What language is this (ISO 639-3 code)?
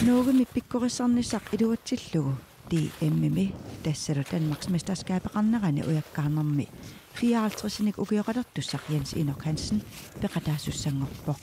kal